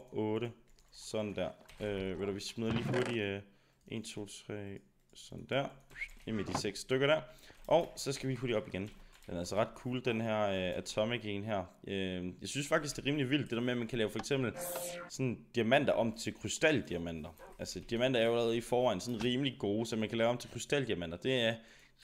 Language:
Danish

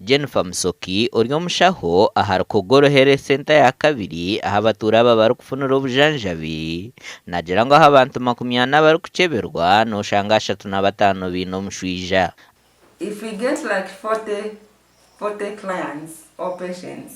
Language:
Nyankole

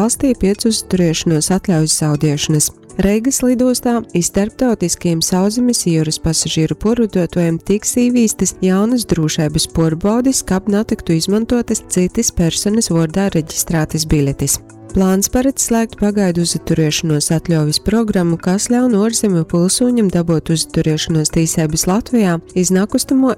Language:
Latgalian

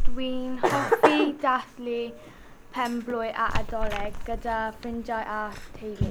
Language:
Welsh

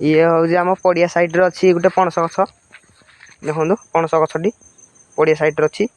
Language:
Odia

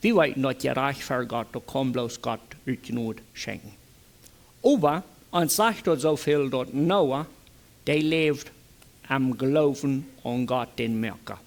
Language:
Plautdietsch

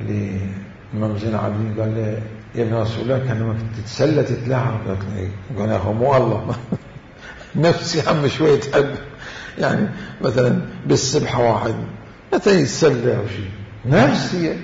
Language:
Mesopotamian Arabic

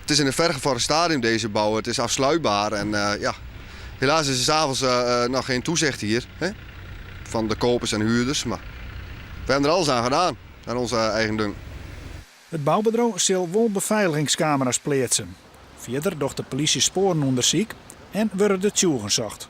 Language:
Western Frisian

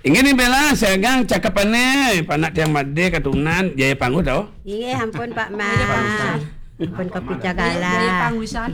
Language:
Balinese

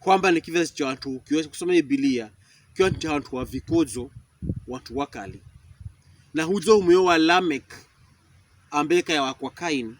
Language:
Pokomo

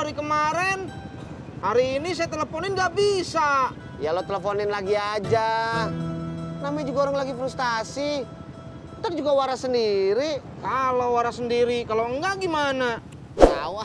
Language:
Betawi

